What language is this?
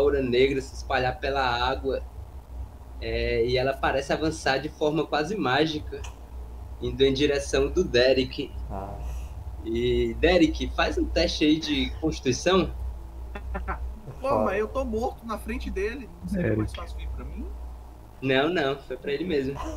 Portuguese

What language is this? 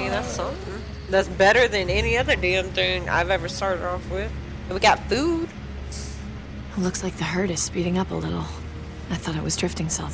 English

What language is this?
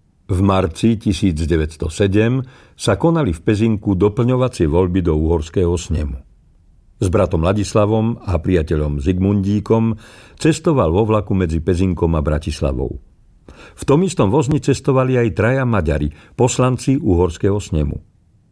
Slovak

